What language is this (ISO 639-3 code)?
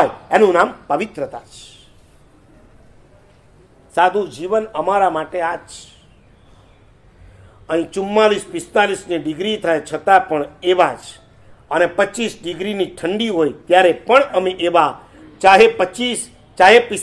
guj